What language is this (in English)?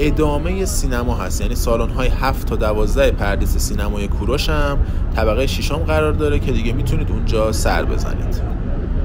Persian